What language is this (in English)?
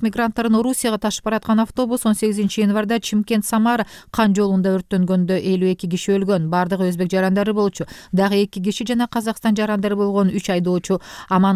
Kyrgyz